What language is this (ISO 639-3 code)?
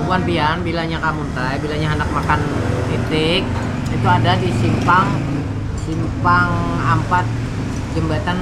bjn